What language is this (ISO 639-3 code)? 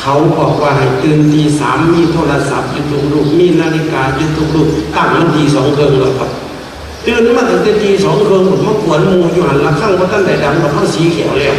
tts